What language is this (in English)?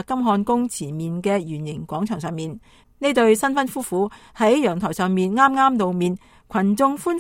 Cantonese